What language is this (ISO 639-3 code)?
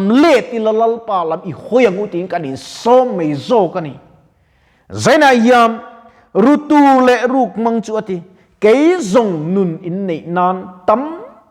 lus